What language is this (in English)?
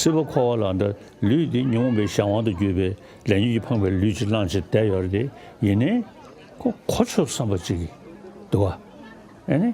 Tibetan